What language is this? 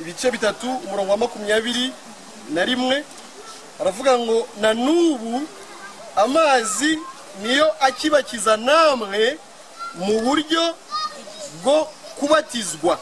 Kinyarwanda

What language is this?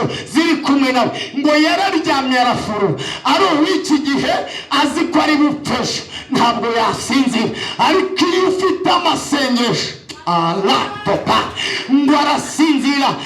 Kinyarwanda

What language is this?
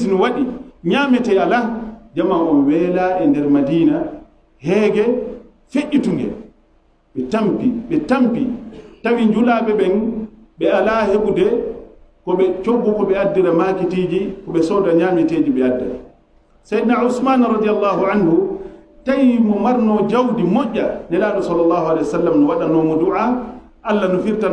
Fula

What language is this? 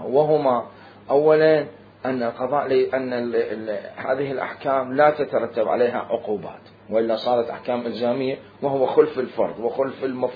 Mesopotamian Arabic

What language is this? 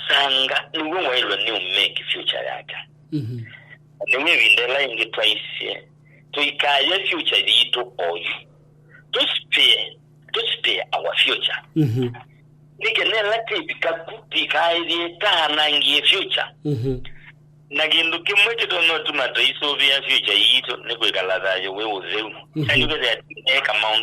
Kamba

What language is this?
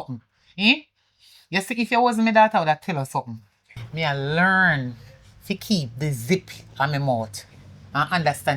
Jamaican Creole English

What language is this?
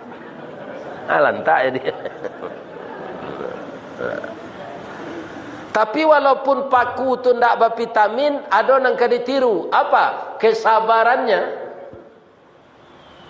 Malay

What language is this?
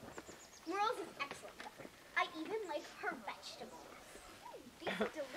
English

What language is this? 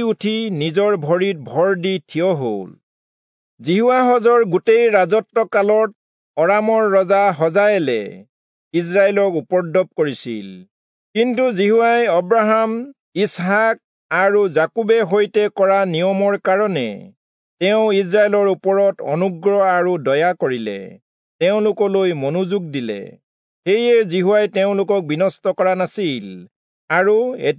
Assamese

